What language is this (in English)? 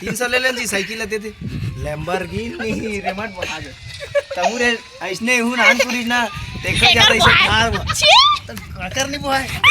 Chhattisgarhi